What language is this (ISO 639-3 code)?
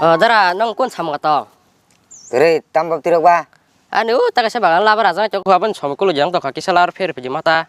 trp